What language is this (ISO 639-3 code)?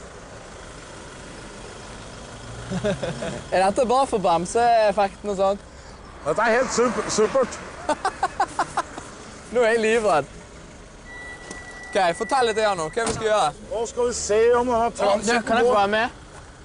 nor